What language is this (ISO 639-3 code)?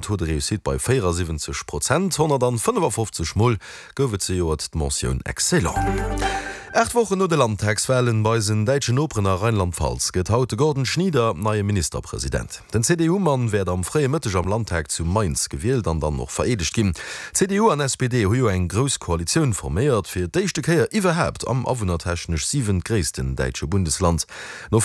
ltz